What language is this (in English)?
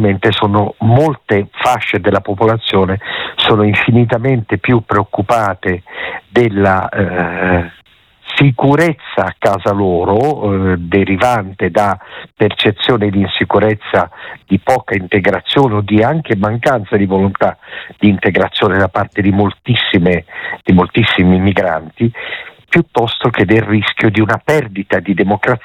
Italian